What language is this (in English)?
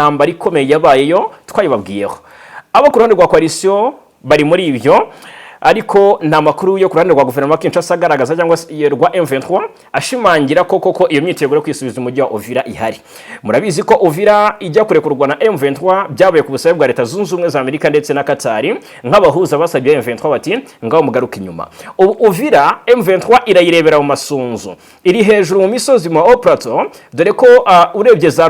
Kinyarwanda